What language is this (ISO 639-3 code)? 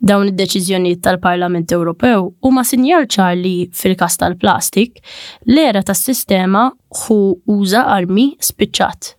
mlt